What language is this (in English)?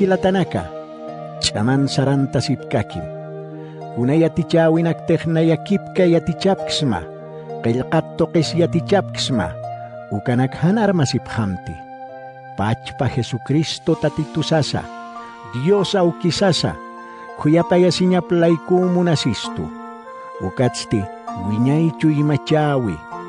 Aymara